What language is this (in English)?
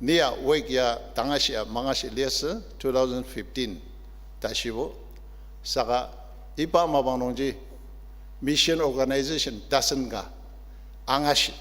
Ao Naga